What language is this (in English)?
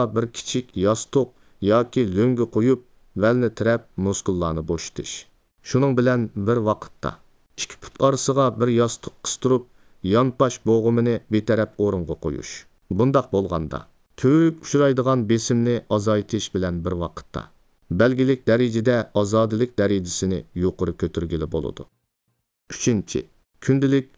Uyghur